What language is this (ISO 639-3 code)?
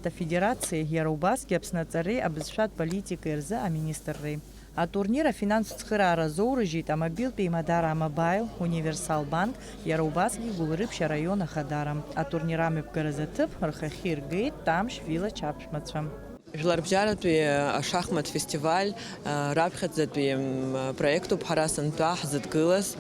abk